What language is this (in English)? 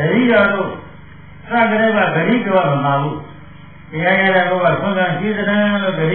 Burmese